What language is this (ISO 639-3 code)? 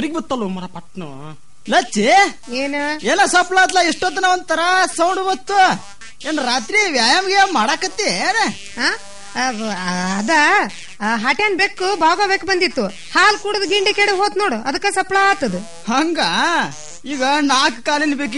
kan